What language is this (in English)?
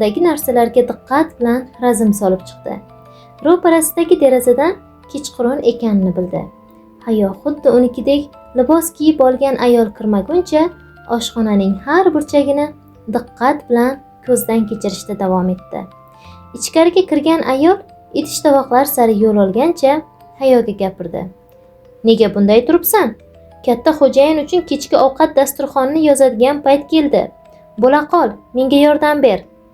Uzbek